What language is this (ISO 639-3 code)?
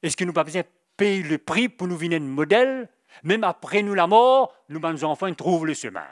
mfe